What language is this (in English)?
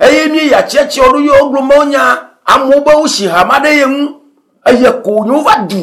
Ewe